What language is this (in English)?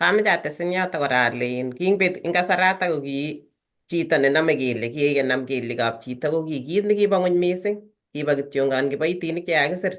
Kalenjin